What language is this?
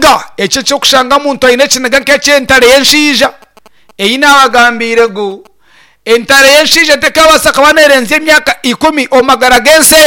Nyankole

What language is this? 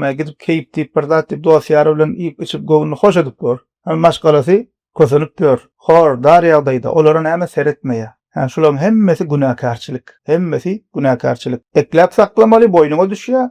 Turkmen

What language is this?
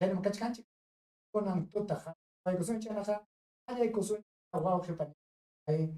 Ayacucho Quechua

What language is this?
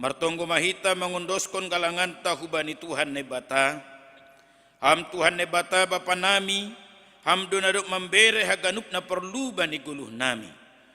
Batak Simalungun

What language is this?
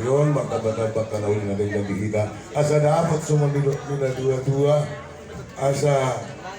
Batak Toba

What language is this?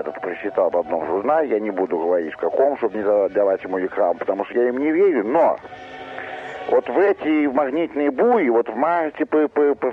Russian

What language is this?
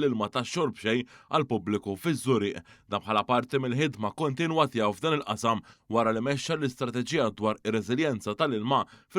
Maltese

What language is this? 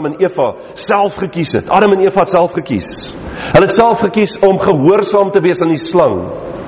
Afrikaans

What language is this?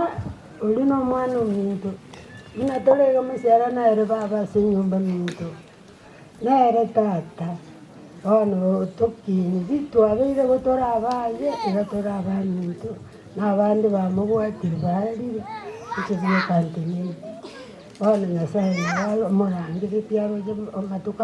Gusii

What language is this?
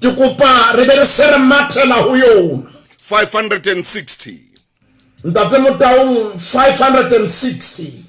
Southern Sotho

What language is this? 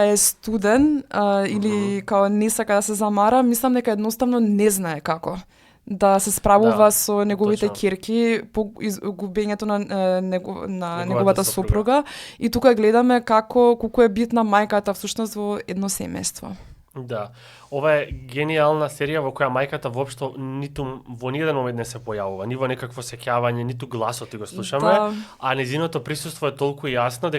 Macedonian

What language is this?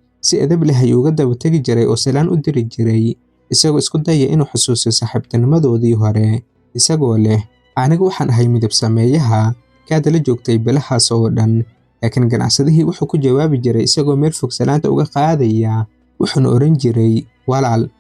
Somali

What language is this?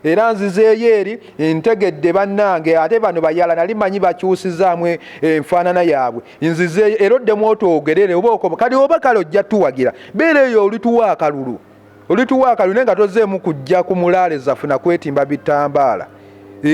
Ganda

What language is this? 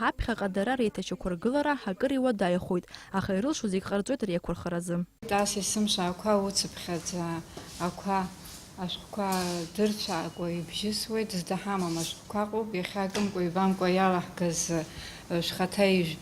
Abkhazian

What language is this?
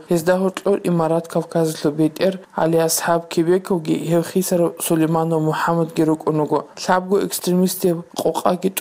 Avaric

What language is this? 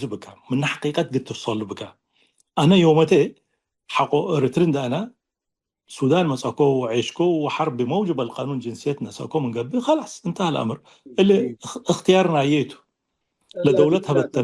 Tigre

